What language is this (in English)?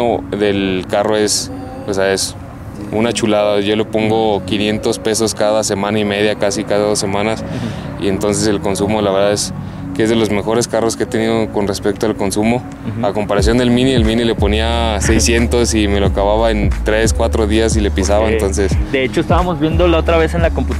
Spanish